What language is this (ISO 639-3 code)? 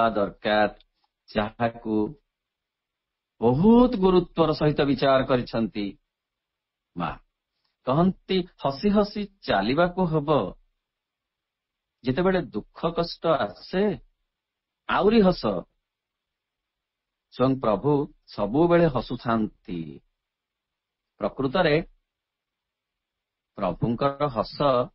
ori